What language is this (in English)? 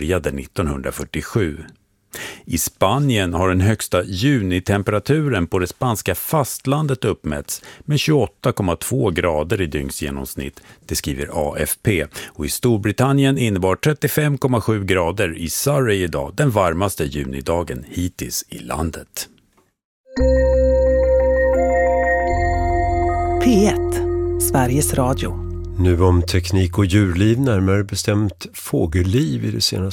Swedish